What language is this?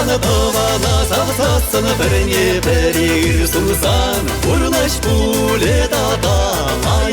Chuvash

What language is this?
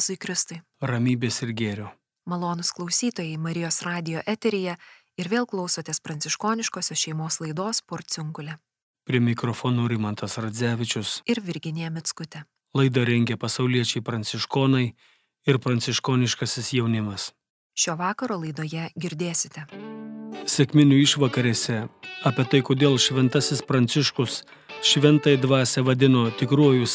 Lithuanian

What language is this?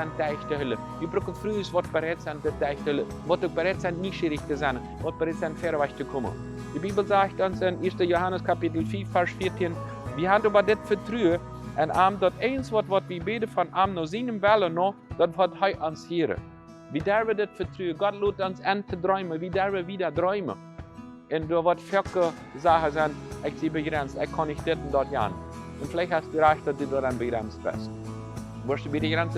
Plautdietsch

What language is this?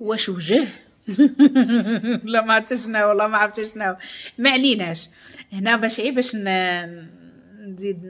Moroccan Arabic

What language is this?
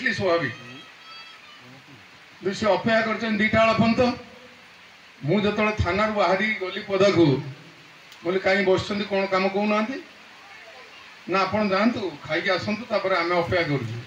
Odia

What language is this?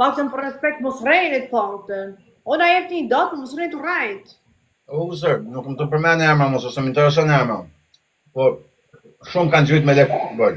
Albanian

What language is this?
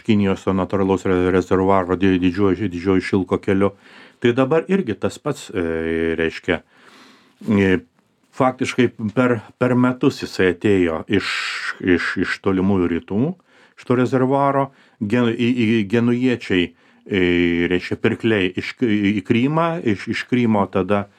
Lithuanian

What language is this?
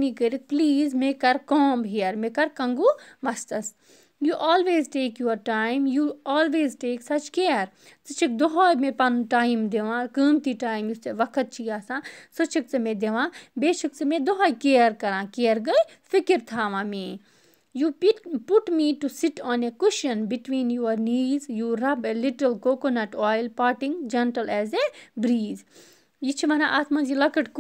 Kashmiri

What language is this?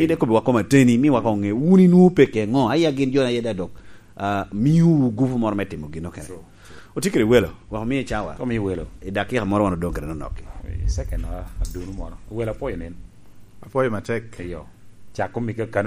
Lango (Uganda)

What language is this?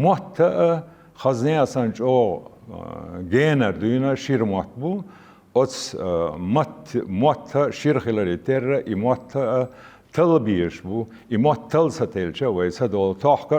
Chechen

